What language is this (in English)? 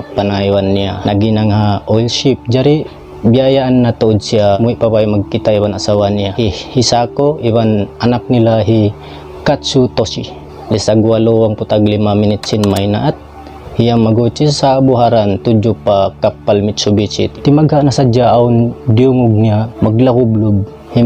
Tausug